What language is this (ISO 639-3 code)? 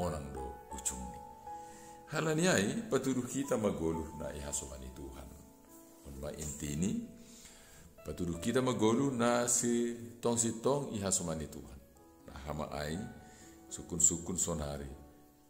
bts